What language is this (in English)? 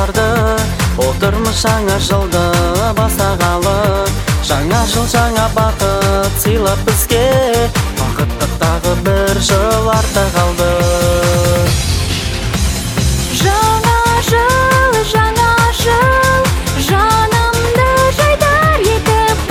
Kazakh